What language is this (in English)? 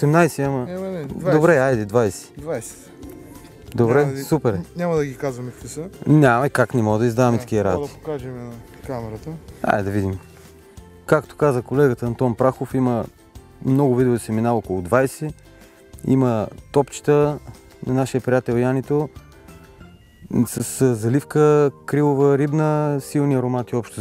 Bulgarian